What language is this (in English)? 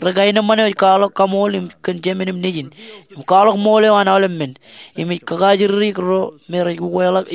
Marshallese